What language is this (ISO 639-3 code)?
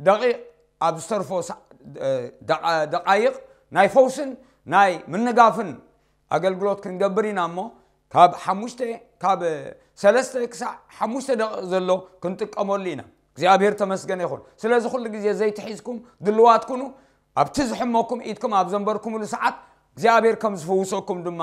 tir